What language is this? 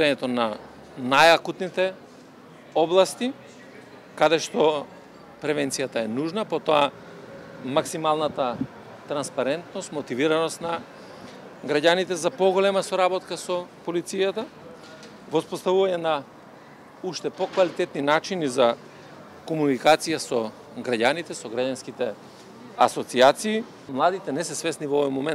Macedonian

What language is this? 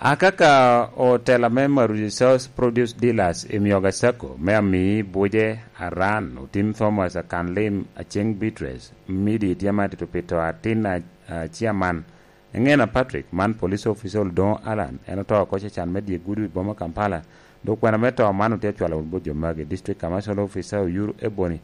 Lango (Uganda)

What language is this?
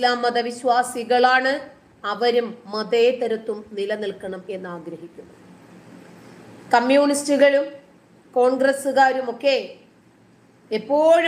Malayalam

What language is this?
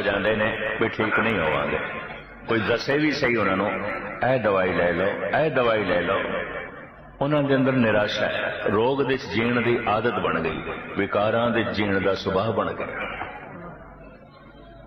Punjabi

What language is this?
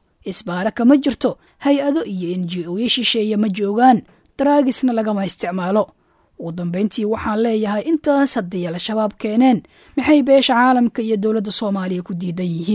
Somali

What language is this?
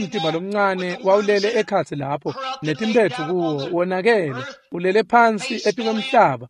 Swati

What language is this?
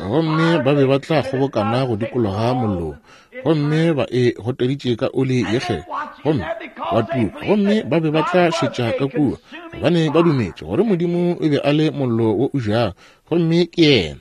Northern Sotho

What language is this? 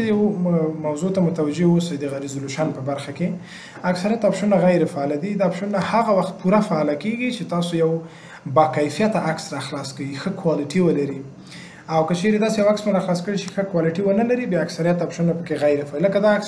Pashto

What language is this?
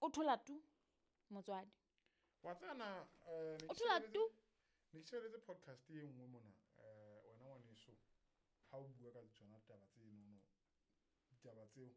Southern Sotho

